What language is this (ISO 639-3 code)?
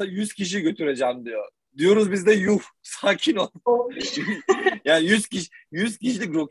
tur